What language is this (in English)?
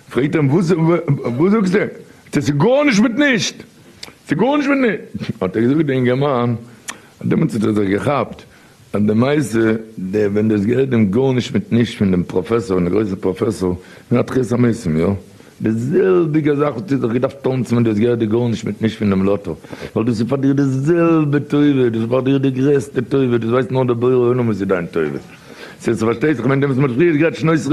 Yiddish